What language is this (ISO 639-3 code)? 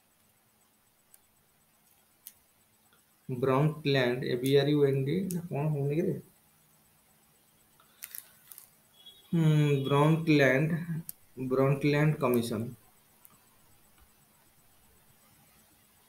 ori